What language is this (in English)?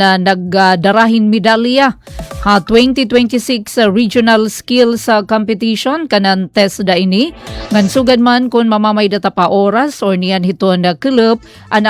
Waray